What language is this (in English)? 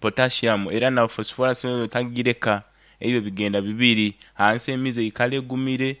Nyankole